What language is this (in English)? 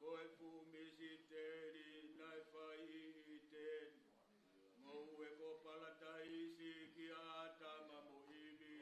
Tongan